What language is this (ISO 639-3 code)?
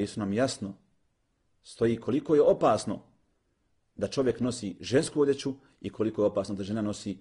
bos